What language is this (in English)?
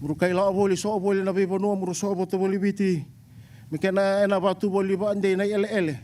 Fijian